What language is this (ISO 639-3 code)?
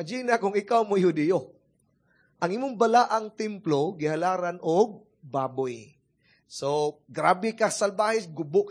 ceb